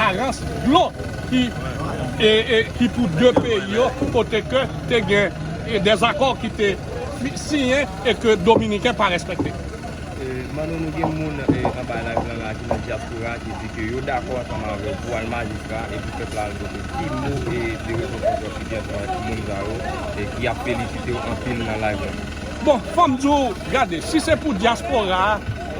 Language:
Haitian Creole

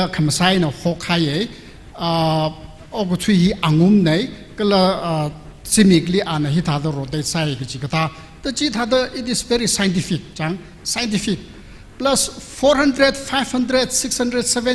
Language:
Tangkhul Naga (India)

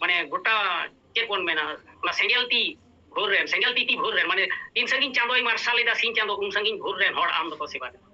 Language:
Santali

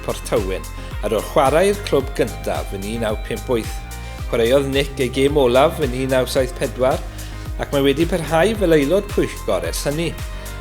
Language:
Welsh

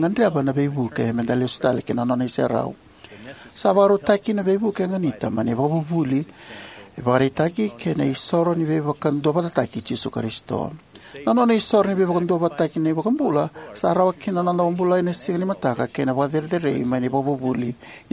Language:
Fijian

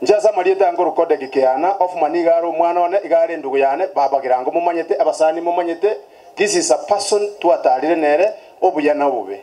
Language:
Gusii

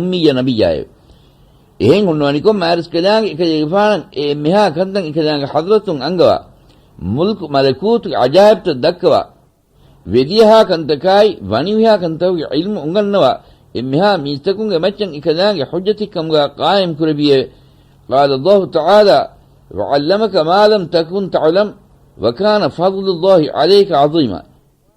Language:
Divehi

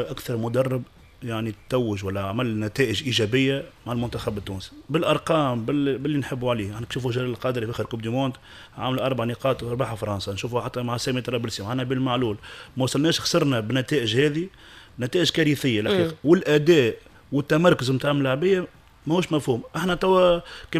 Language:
Tunisian Arabic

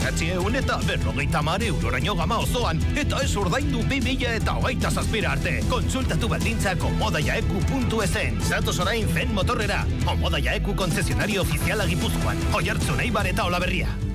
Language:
Basque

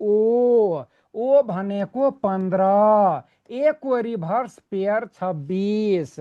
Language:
Nepali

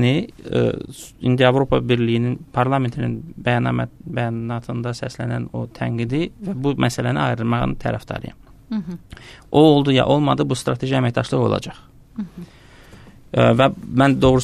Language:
Azerbaijani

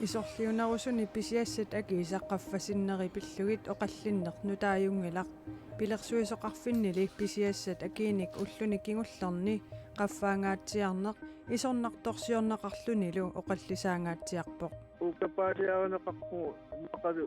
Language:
Kalaallisut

